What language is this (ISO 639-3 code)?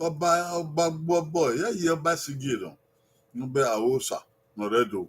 bin